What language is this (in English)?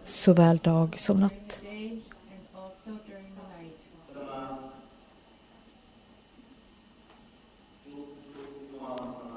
Swedish